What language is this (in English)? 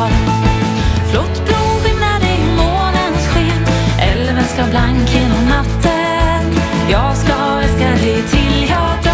Swedish